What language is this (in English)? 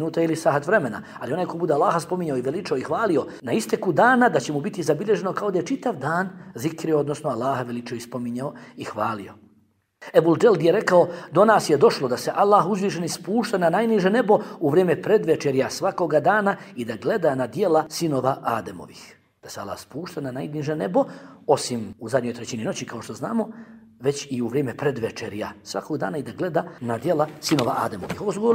Bosnian